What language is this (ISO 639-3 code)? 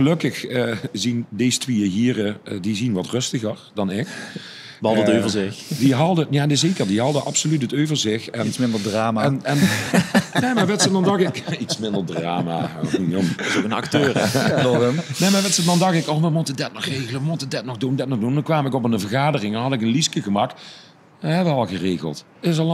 lim